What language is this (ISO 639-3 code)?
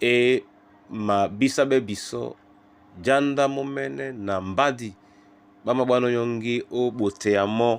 dua